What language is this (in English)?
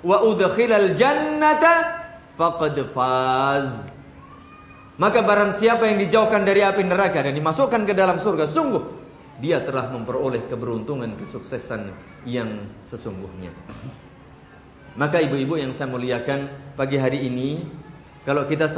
Indonesian